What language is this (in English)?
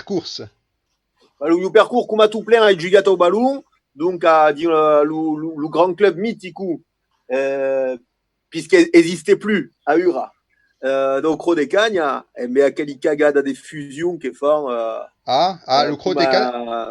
Occitan